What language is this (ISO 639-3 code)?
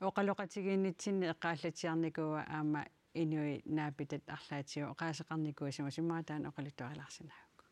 kal